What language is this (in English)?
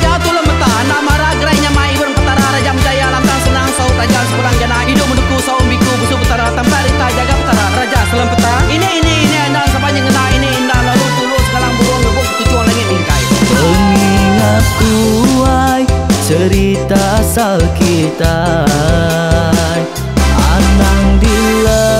Iban